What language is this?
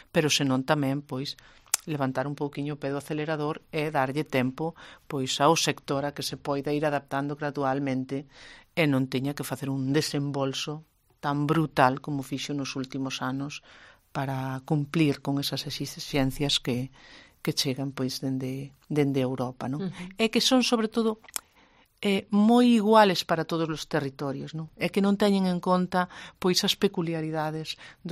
Galician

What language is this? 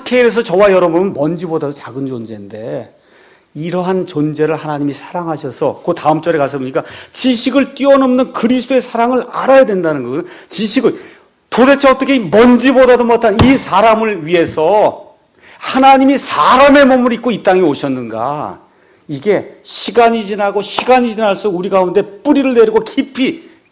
Korean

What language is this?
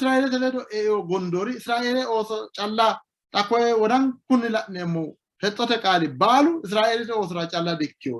Sidamo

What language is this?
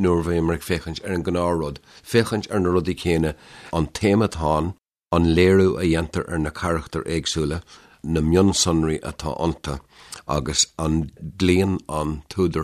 Irish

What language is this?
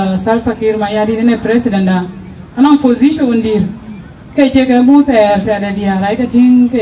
Dinka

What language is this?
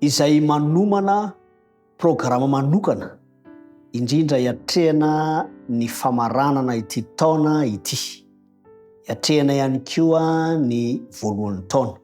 Malagasy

